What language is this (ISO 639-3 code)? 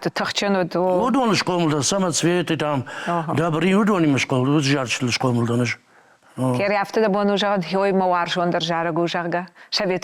oss